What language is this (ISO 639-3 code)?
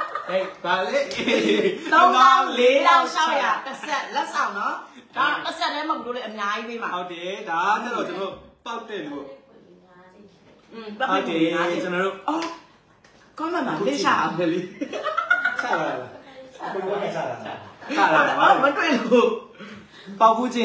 mya